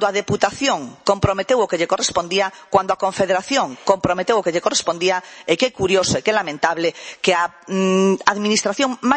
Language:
Galician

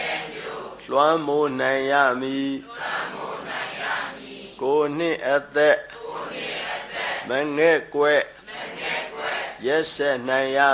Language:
Burmese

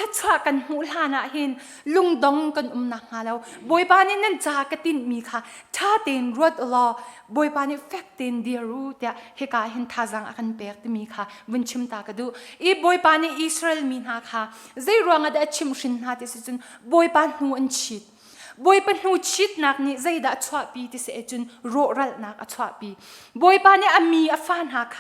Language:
Hakha Chin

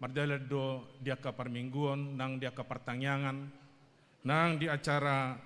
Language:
Batak Toba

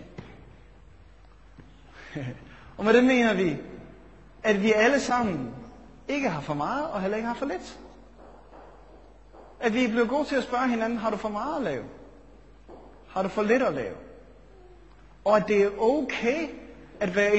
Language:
Danish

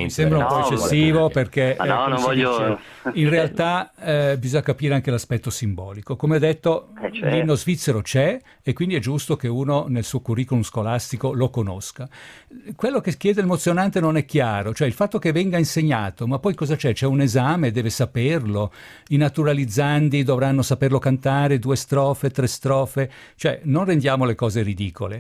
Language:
Italian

